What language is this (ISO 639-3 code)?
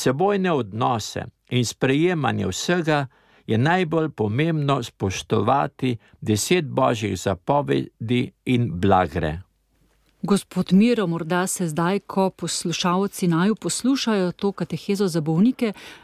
slv